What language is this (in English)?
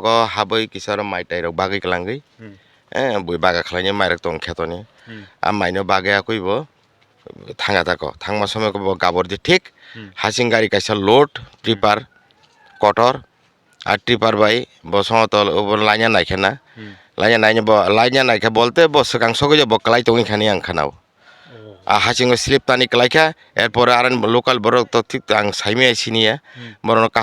Kok Borok